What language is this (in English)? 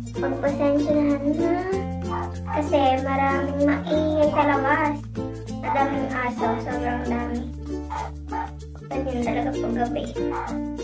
Filipino